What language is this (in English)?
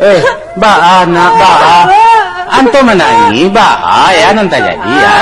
Minangkabau